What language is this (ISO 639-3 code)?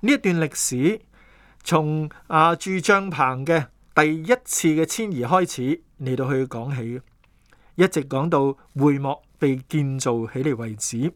yue